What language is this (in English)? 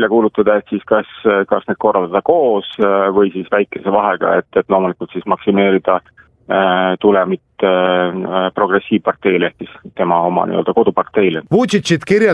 Estonian